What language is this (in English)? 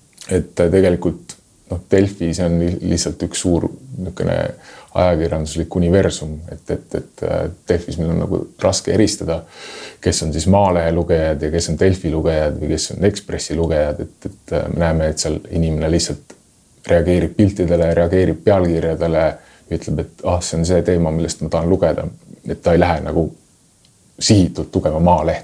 Estonian